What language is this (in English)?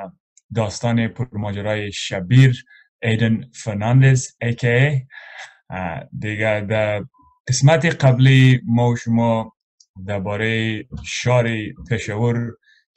Persian